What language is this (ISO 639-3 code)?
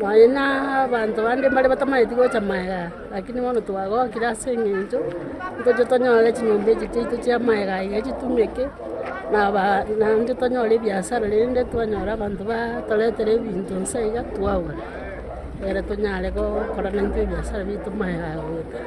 guz